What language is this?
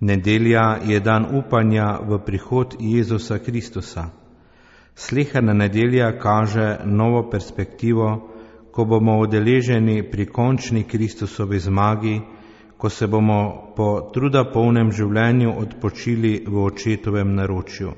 Slovenian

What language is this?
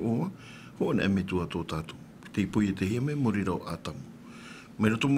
Tahitian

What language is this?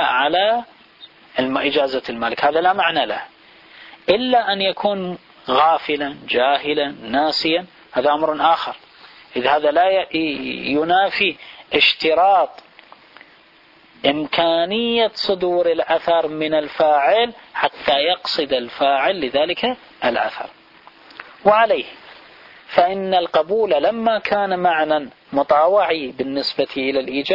Arabic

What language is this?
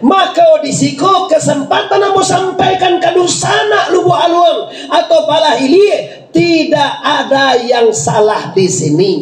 Minangkabau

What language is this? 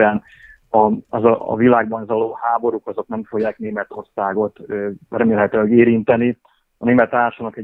Hungarian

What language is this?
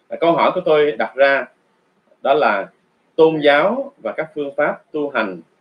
Vietnamese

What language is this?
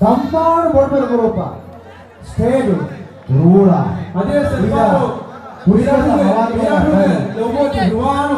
Divehi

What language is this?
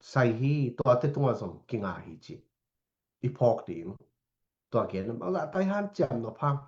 Tedim Chin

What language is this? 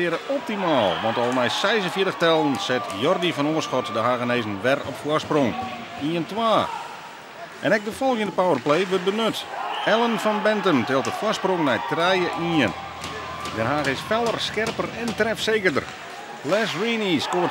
Western Frisian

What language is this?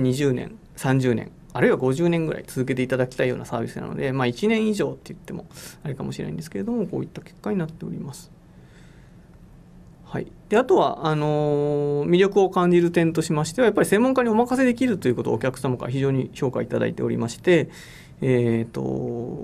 Japanese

